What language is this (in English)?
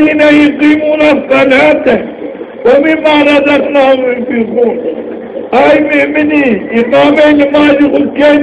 Zaza